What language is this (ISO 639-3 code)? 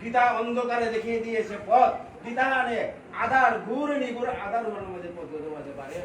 bpy